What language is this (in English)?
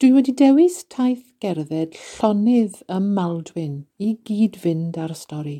Welsh